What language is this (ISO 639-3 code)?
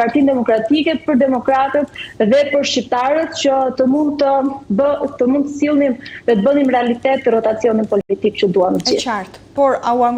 sqi